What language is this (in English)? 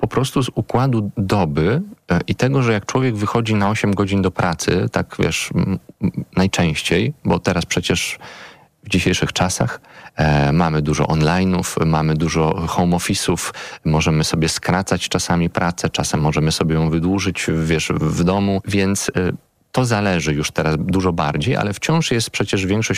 Polish